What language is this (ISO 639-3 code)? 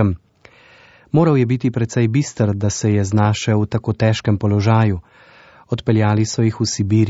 slv